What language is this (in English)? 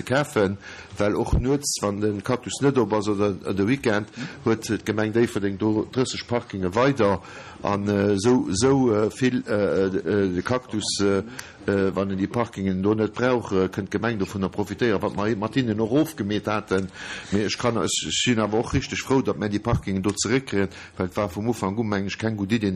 Luxembourgish